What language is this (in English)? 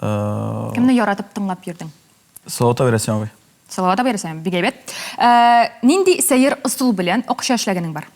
Tatar